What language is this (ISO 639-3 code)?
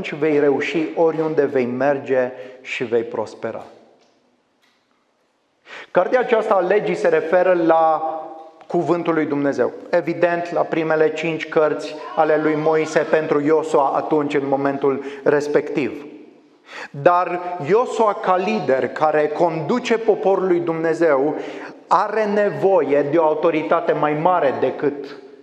ron